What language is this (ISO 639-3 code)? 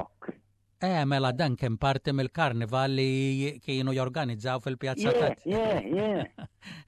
mlt